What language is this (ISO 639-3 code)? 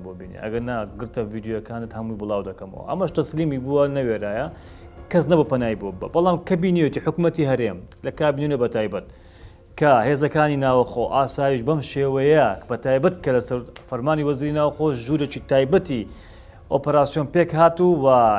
ckb